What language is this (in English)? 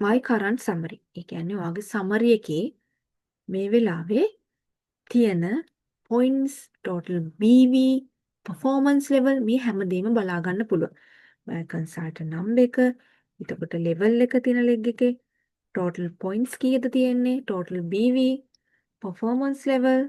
Sinhala